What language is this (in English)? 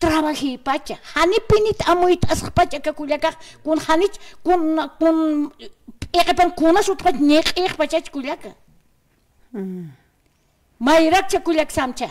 Aymara